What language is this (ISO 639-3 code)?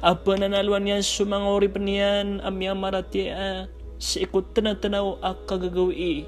mrw